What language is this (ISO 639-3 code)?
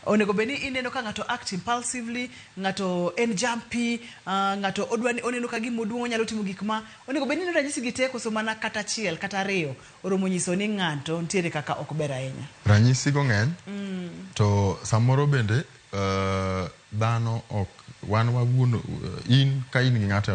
luo